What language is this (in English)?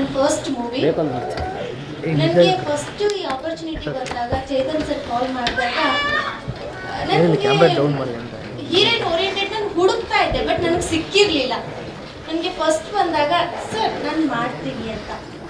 Kannada